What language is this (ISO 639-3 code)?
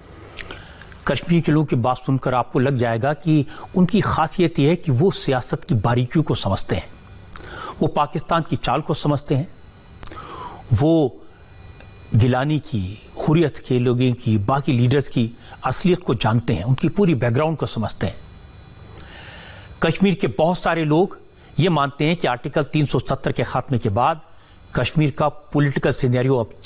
hin